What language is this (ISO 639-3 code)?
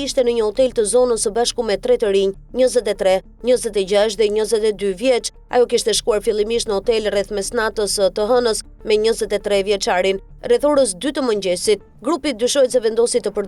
sqi